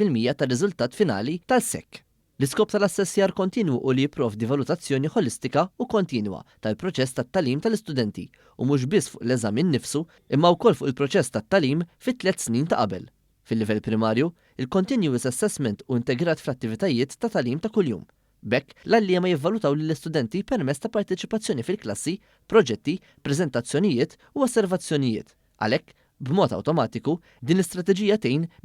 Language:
Maltese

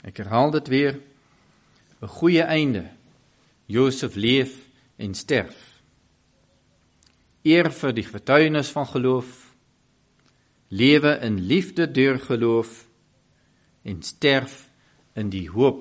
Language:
Afrikaans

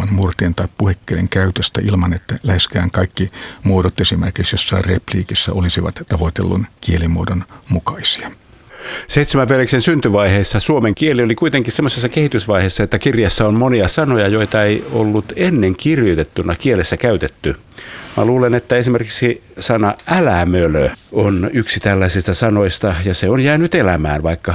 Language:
Finnish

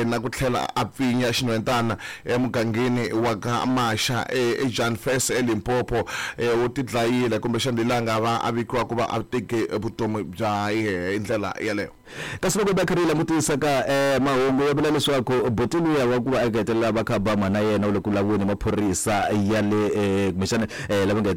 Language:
Tsonga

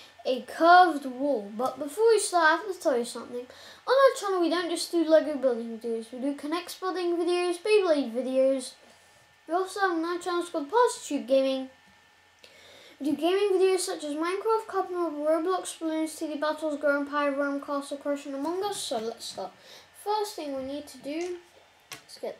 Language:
English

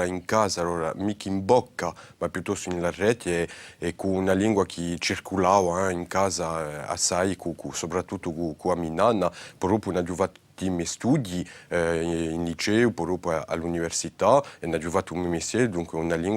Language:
Corsican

